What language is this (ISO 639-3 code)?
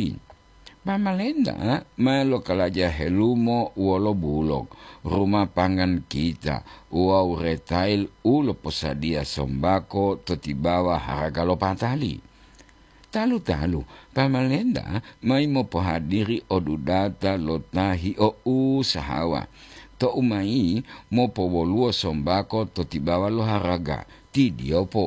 gor